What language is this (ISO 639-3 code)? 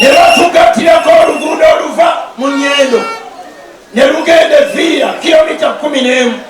lug